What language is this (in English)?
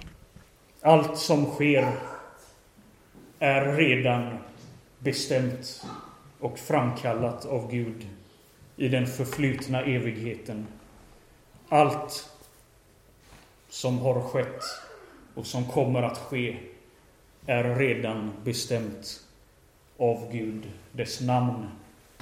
Swedish